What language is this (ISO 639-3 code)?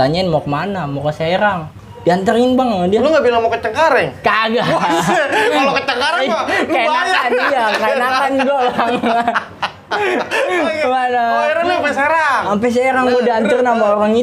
ind